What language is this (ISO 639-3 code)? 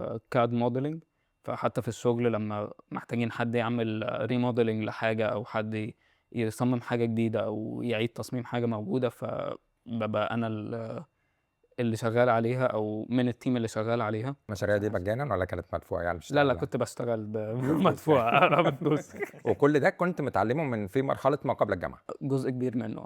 arz